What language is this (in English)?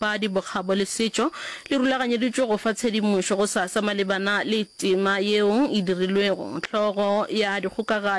Northern Sotho